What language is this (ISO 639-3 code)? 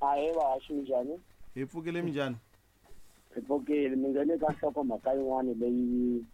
tso